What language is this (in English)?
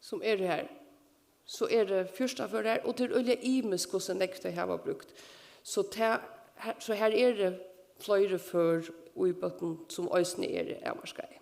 Faroese